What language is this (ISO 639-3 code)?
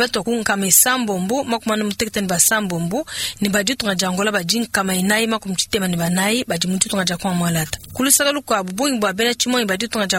lua